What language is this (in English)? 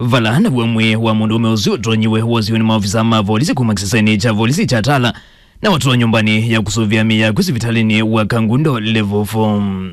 Kamba